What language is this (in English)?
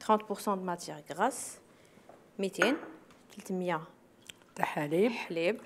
Algerian Arabic